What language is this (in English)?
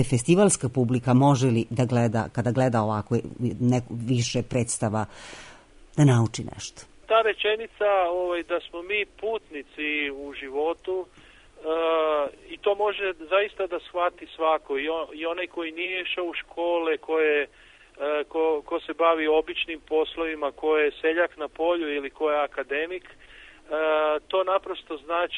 Serbian